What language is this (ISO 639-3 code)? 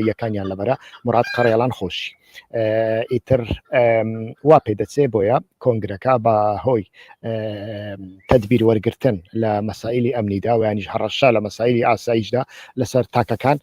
ckb